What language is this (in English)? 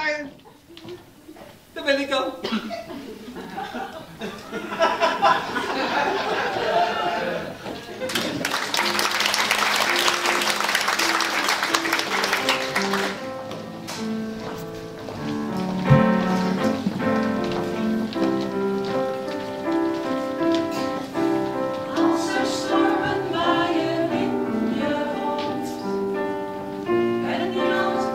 Dutch